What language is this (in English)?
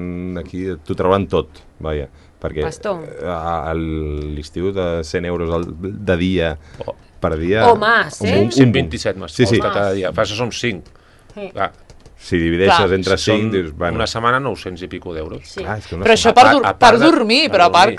Catalan